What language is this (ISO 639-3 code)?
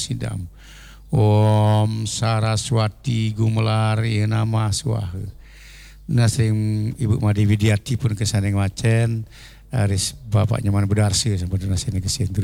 ban